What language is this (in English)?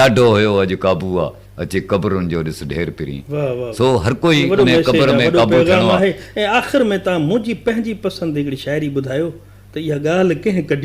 Sindhi